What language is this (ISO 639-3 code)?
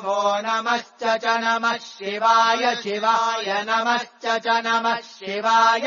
san